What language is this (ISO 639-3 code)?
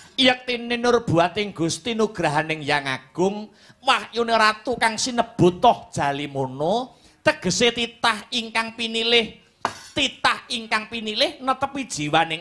jav